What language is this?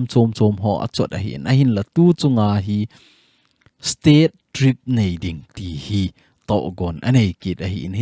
Thado Chin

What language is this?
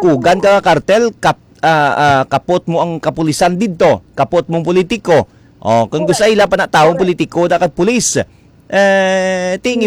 Hiligaynon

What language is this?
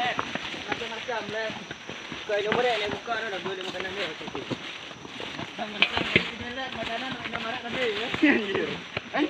Achinese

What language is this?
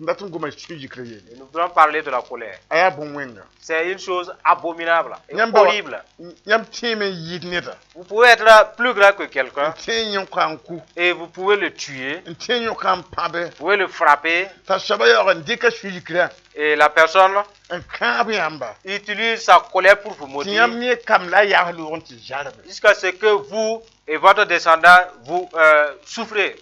Mossi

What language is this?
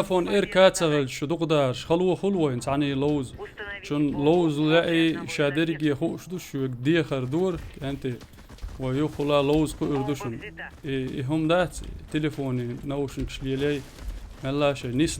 Chechen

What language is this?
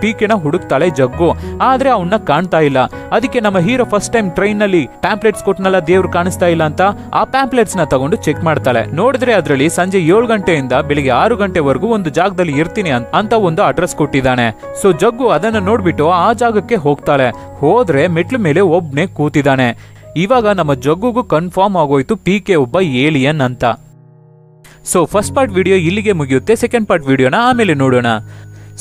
Kannada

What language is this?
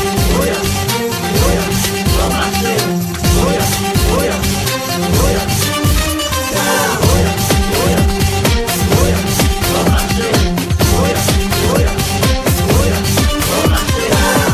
Kannada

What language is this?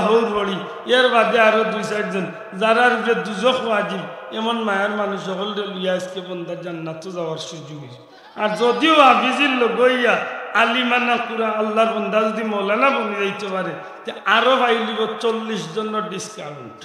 Sylheti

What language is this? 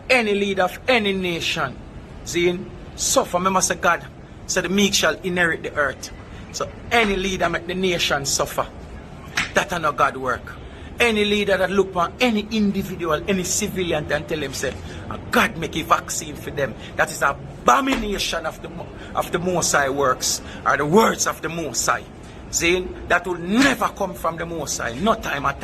Jamaican Creole English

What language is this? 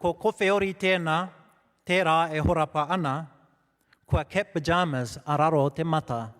Māori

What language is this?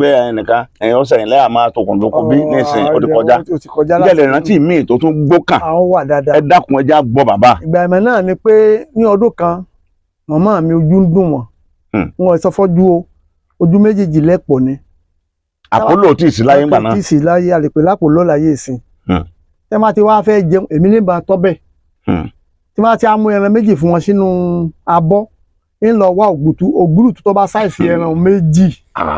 Yoruba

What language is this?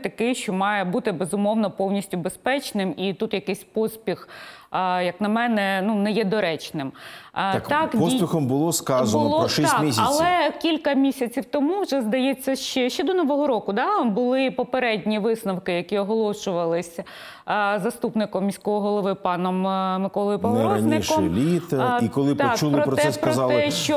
Ukrainian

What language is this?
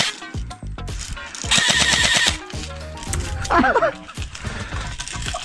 French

